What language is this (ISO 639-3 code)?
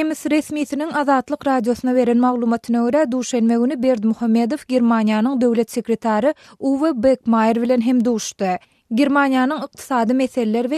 tuk